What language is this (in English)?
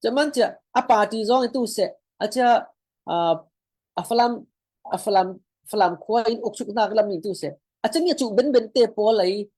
Falam Chin